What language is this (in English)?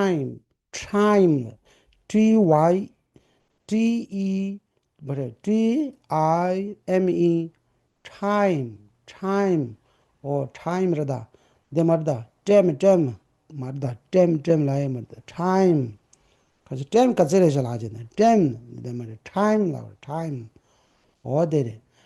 Tibetan